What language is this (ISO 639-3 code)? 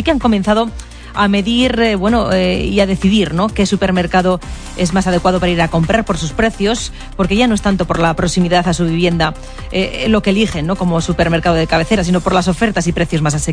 spa